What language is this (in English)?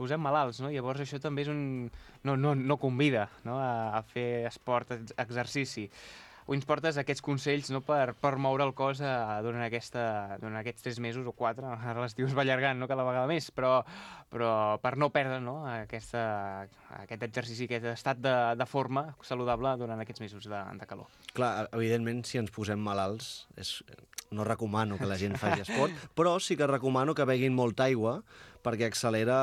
Catalan